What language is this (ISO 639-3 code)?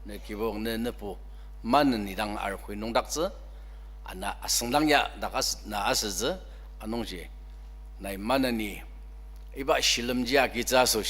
njo